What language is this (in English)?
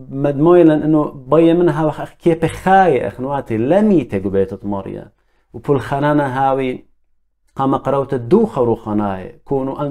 Assyrian Neo-Aramaic